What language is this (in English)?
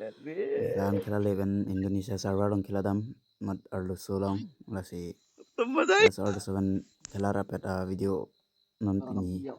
Karbi